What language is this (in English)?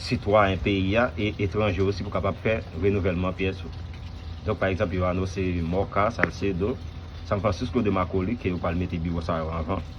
Haitian Creole